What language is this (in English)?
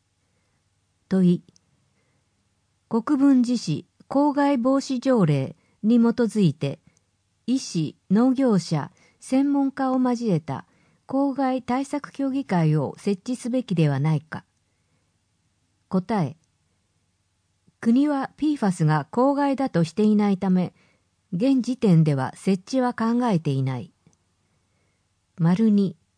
Japanese